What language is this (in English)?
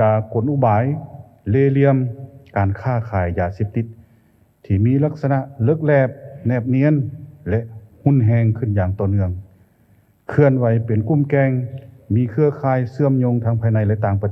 Lao